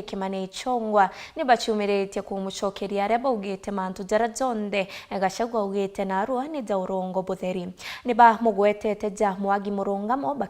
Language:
Meru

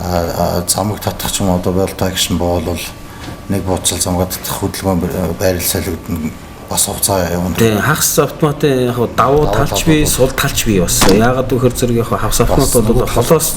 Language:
Mongolian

